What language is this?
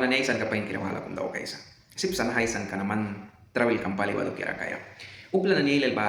Mískito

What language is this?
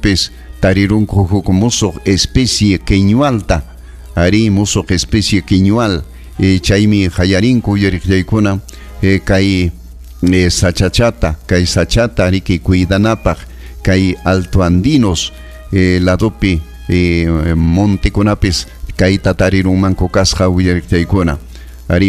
Ayacucho Quechua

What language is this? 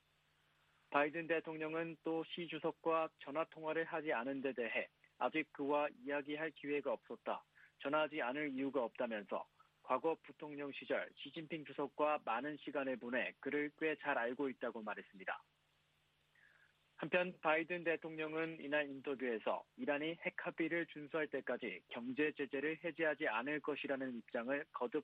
Korean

